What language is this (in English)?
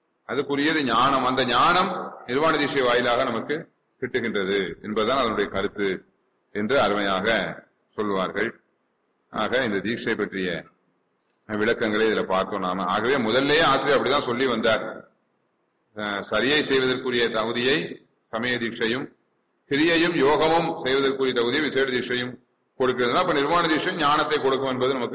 Tamil